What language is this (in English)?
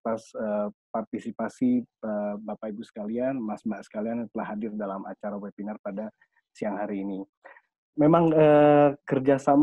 Indonesian